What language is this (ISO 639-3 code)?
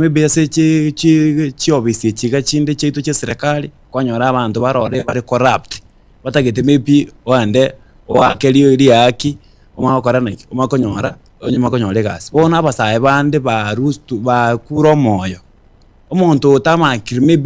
guz